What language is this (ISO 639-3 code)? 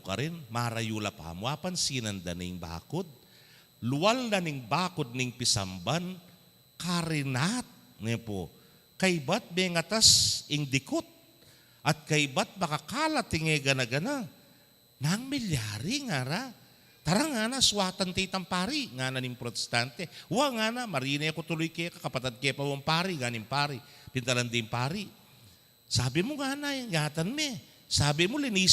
pam